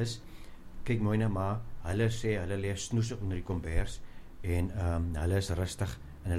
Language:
Afrikaans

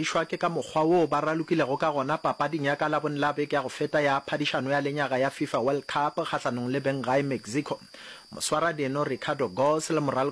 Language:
Northern Sotho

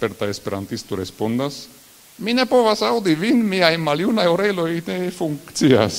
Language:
Esperanto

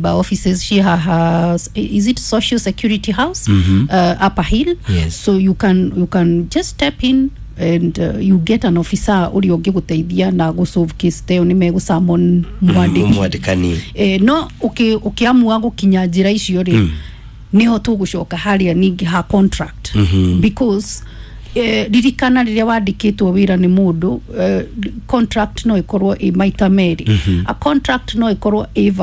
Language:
Kikuyu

